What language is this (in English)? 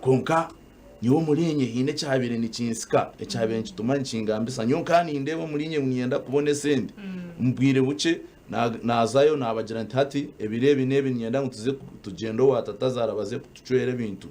Nyankole